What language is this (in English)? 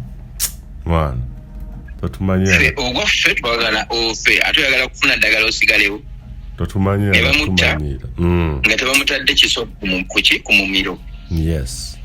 Ganda